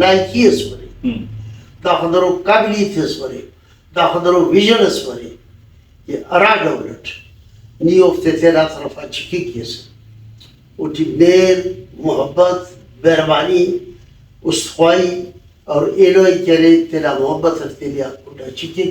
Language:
Brahui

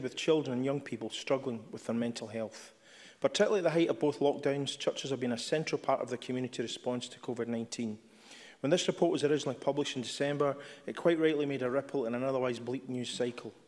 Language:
English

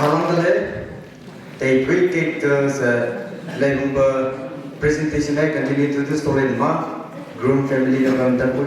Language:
Maram Naga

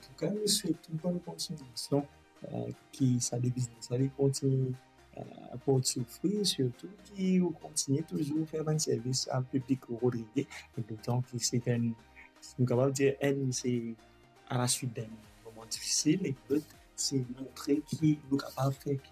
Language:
Morisyen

